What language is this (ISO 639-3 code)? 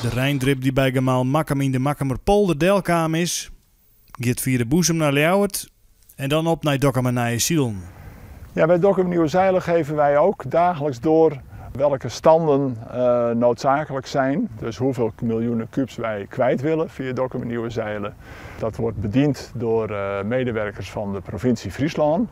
fry